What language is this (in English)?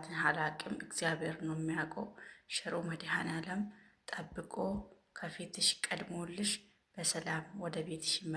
Amharic